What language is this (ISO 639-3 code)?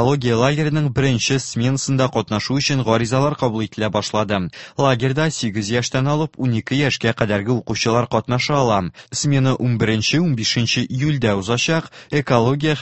tat